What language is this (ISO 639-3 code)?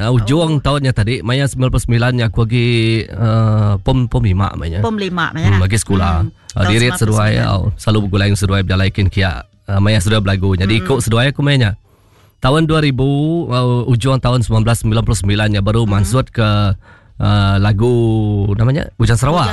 iba